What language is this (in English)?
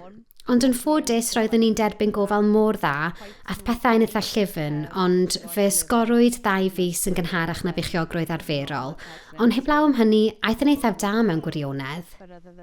Welsh